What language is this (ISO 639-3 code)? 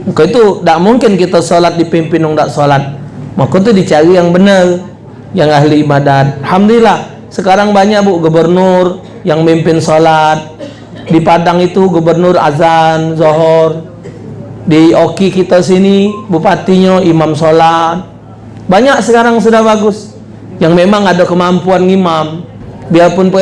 mui